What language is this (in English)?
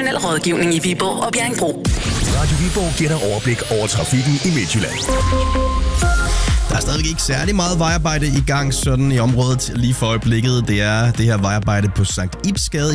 Danish